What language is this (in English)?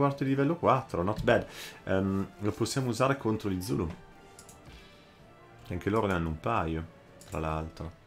Italian